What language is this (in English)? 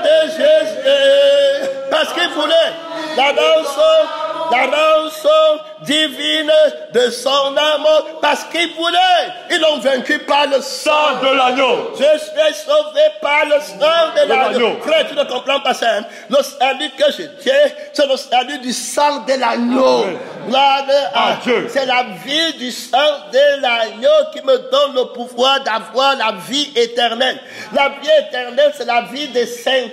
French